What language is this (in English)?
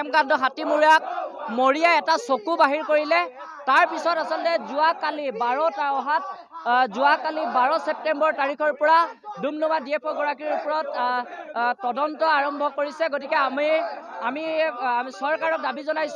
Assamese